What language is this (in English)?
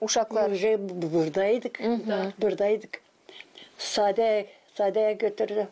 Gagauz